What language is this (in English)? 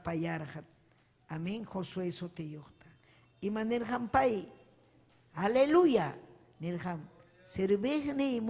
Ayacucho Quechua